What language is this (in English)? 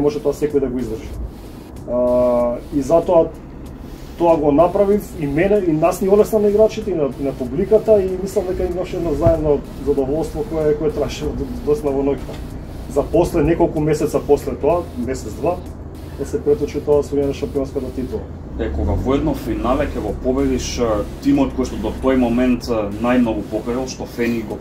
Macedonian